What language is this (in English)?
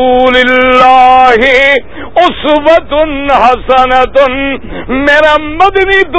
Urdu